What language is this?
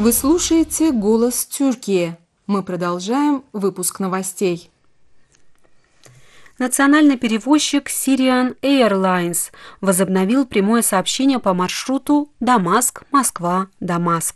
Russian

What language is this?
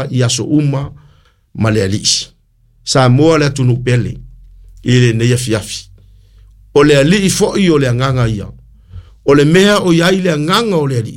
Samoan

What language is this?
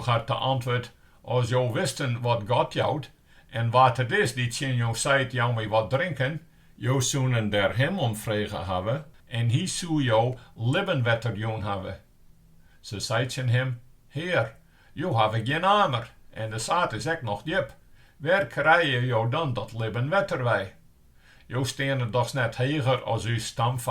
Western Frisian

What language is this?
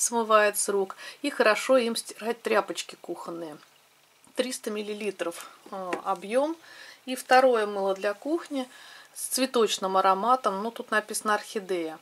Russian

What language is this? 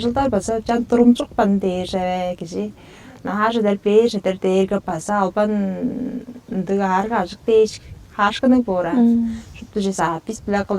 Tuvinian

